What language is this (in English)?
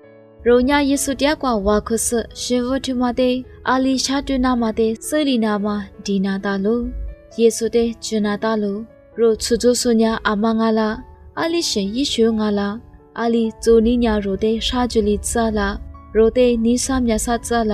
Lisu